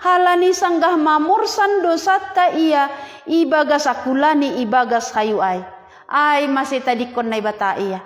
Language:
Batak Simalungun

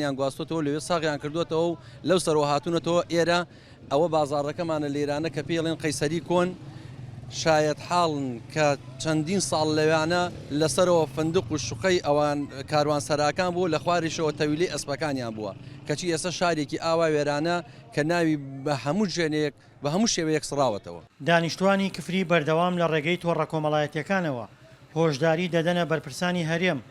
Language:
Central Kurdish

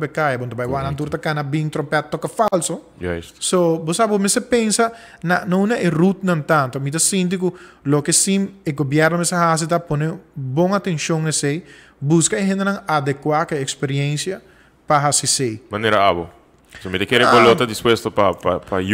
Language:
Papiamento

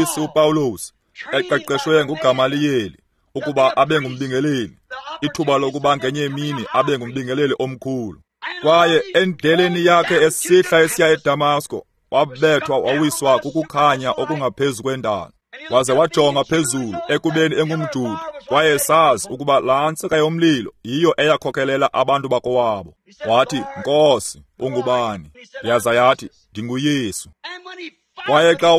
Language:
Xhosa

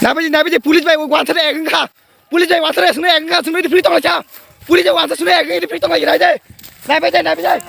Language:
Kok Borok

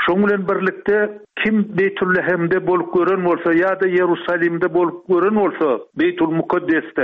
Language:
Turkmen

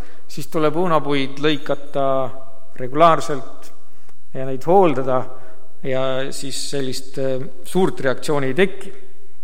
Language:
Estonian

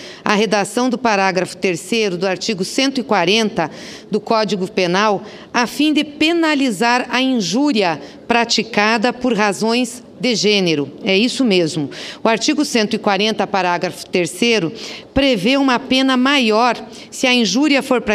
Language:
Portuguese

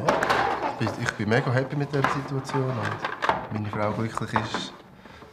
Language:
Swiss German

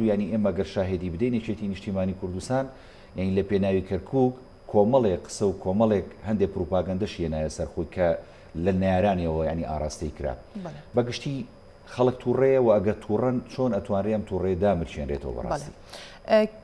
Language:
Central Kurdish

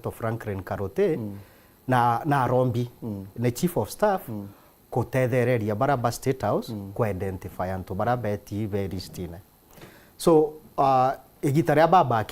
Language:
Meru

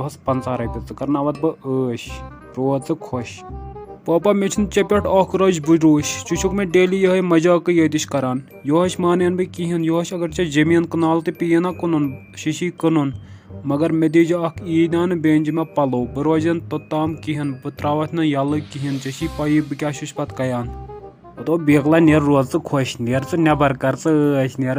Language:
Kashmiri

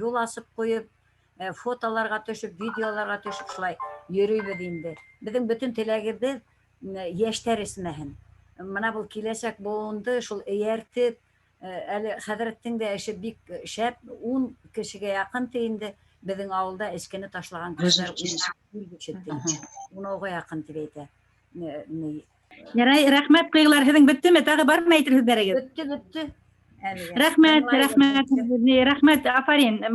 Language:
Bashkir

